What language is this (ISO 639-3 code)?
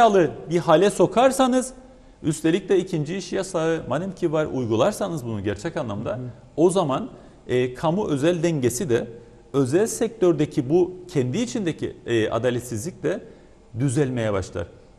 tur